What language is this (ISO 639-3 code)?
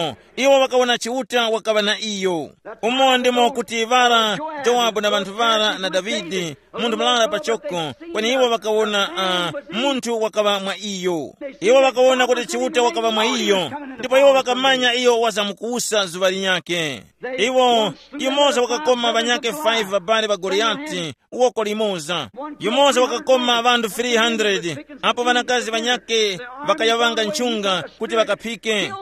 tum